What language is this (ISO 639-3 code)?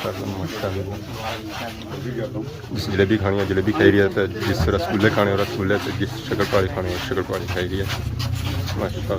phr